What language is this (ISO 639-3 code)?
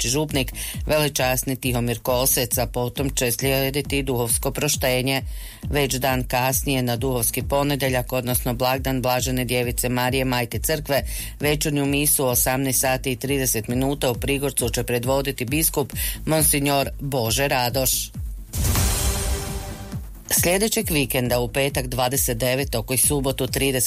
hrv